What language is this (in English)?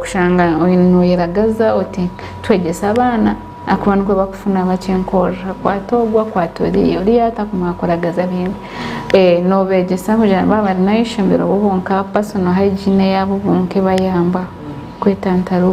Nyankole